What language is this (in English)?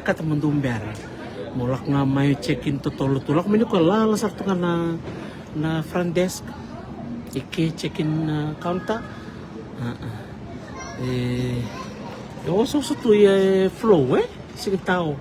Fijian